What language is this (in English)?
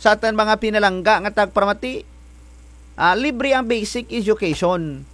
Kinaray-a